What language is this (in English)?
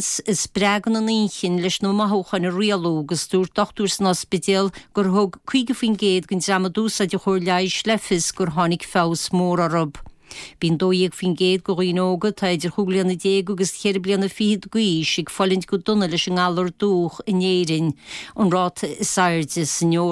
Irish